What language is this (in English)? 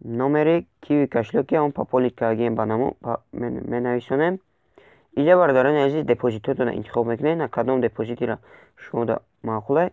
Tajik